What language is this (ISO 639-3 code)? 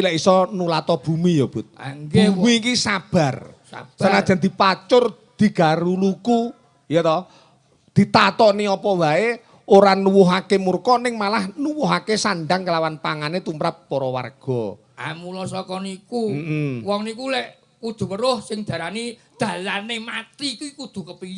jav